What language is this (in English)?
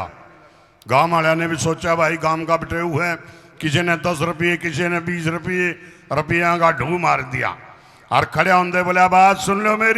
Haryanvi